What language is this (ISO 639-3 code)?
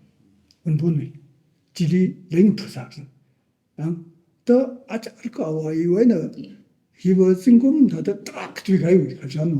nmf